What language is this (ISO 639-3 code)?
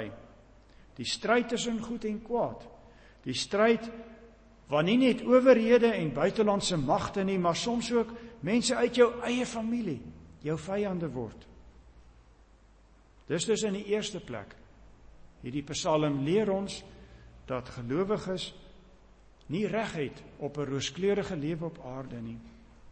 afr